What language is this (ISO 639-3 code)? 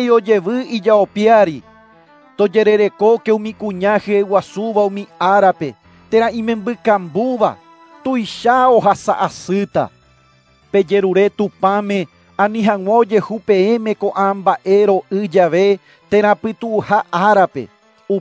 grn